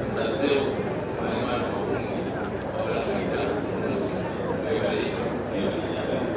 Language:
Soga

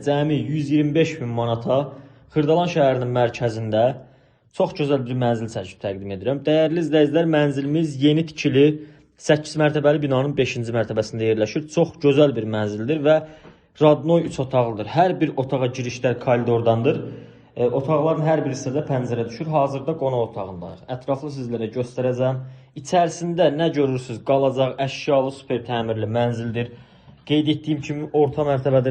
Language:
Azerbaijani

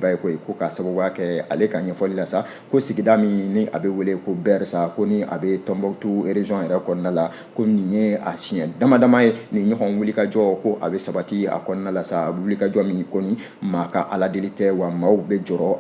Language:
Bambara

